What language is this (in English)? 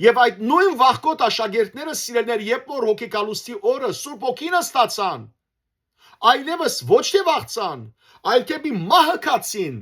Western Armenian